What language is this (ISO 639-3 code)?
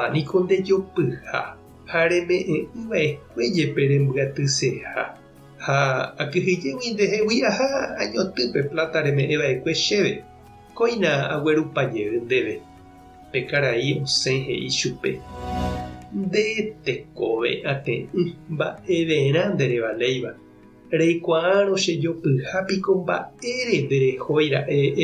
grn